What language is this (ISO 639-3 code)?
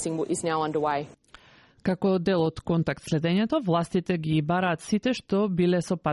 mkd